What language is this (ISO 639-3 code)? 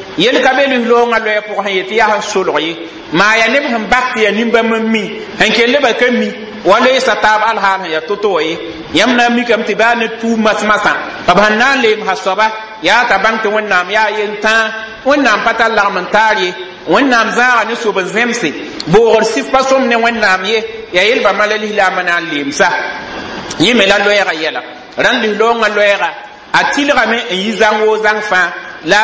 mos